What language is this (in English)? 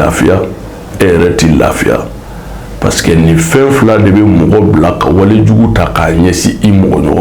Bambara